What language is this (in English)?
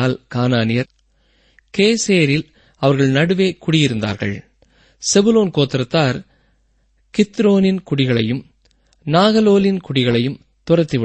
Tamil